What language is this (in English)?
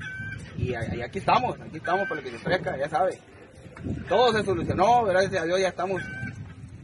Spanish